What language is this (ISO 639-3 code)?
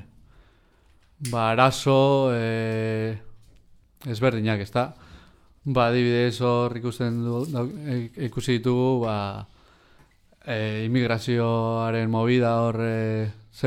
eus